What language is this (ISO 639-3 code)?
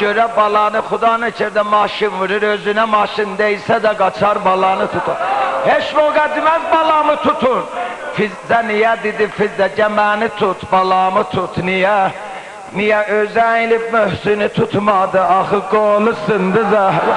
azb